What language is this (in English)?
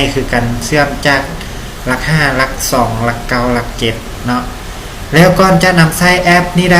Lao